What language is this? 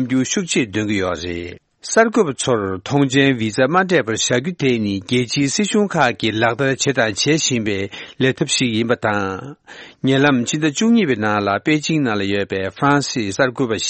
Tibetan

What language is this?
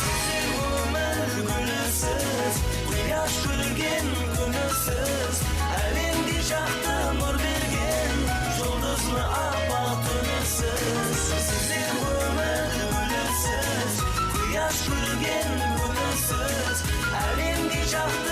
Kara-Kalpak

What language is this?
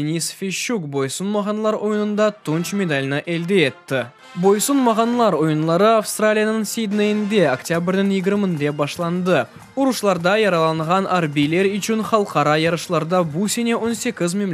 Crimean Tatar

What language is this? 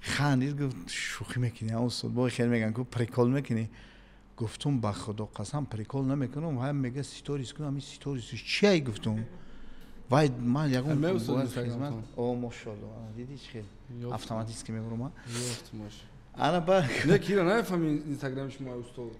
Tajik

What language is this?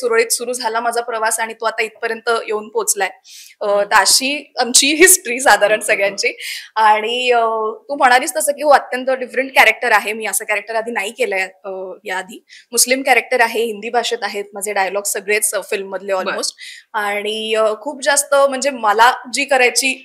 Marathi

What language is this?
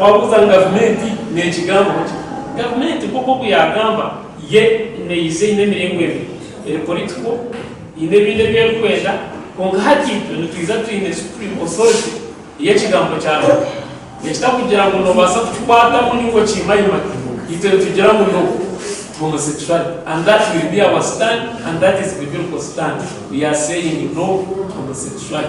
Nyankole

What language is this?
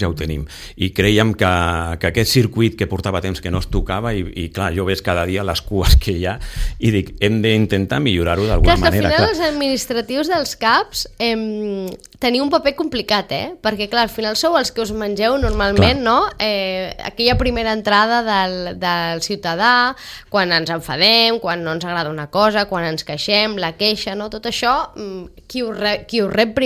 Catalan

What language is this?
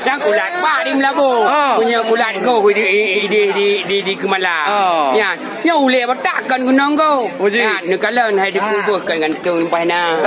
Achinese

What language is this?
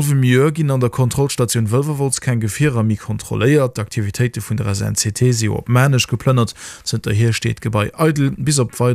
Luxembourgish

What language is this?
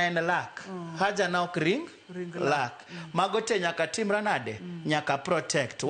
Luo (Kenya and Tanzania)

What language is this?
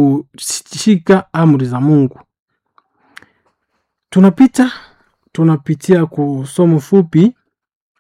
Swahili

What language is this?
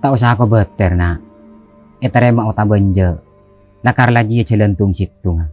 Madurese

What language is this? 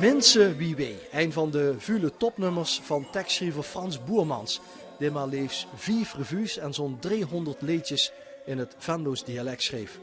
Limburgish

